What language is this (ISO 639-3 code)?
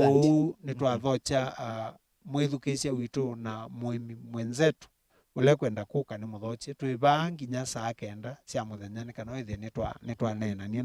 kam